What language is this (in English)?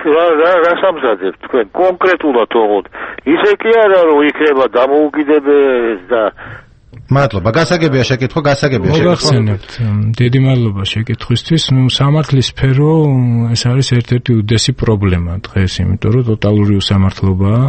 Georgian